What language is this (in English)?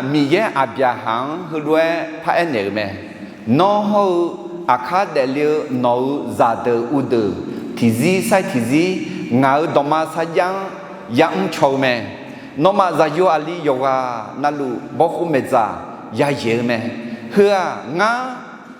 Akha